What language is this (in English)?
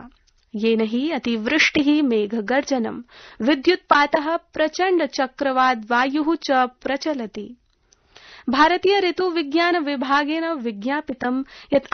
Sanskrit